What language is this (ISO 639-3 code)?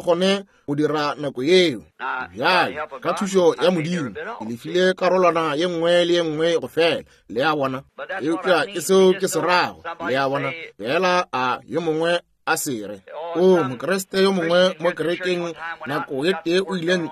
nso